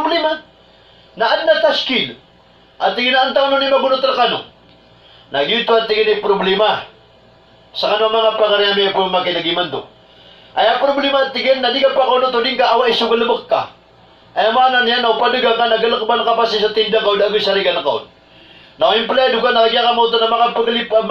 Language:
Maranao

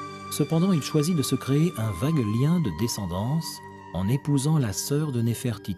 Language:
French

